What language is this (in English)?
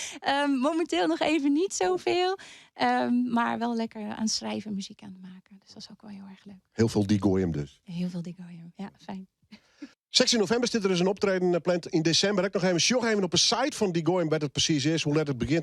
Western Frisian